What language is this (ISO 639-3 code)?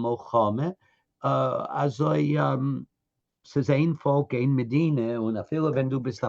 yid